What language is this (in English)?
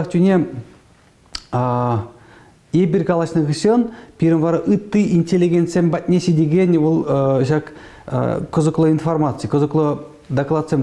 Chuvash